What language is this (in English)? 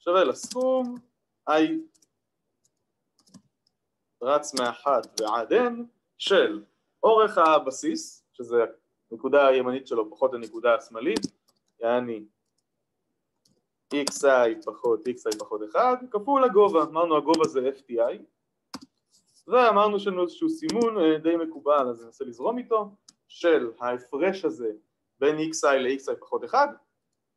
Hebrew